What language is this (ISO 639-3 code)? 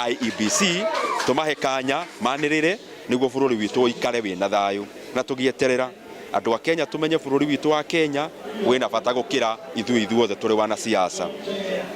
kik